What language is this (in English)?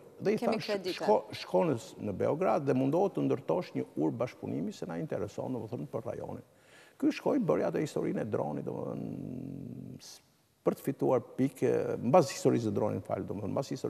Albanian